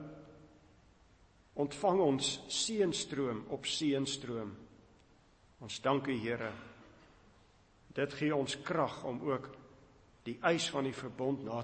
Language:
Afrikaans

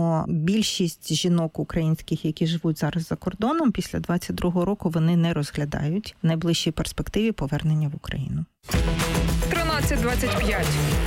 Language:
Ukrainian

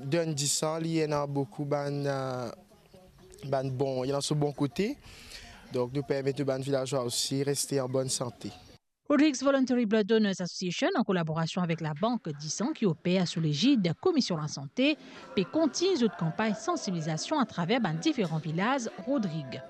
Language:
Morisyen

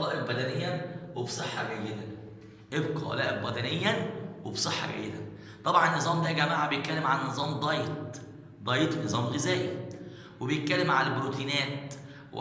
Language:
Egyptian Arabic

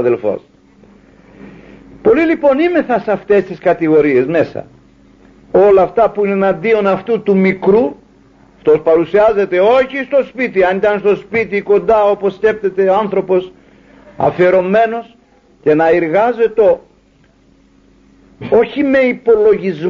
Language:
Greek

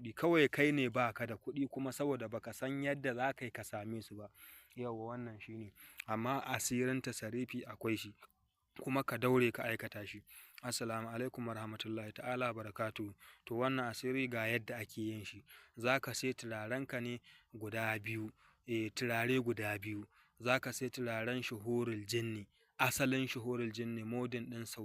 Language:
Hausa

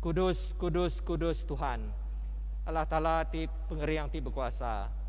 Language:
Iban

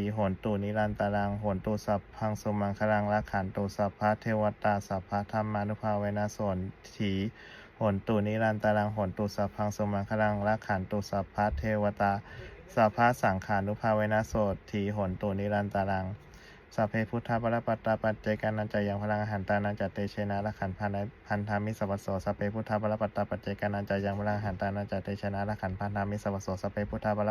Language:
Pali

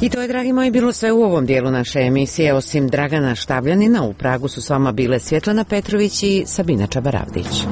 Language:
Croatian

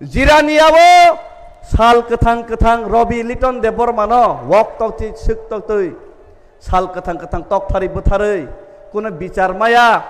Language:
Kok Borok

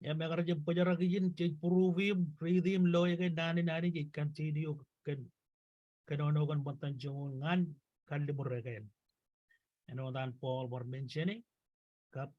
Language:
Marshallese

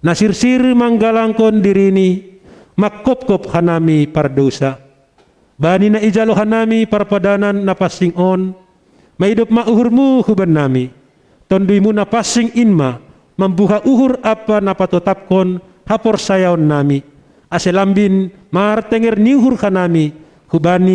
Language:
Batak Simalungun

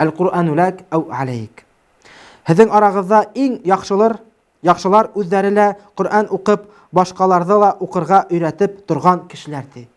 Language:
Bashkir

